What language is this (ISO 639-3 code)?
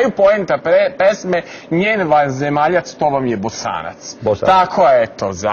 srp